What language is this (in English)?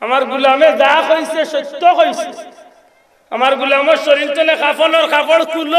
Sylheti